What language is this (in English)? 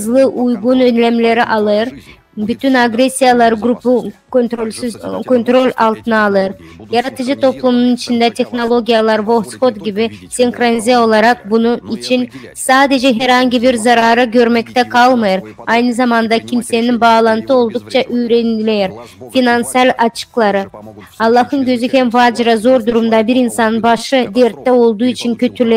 Gagauz